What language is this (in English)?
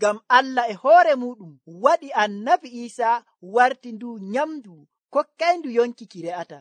Nigerian Fulfulde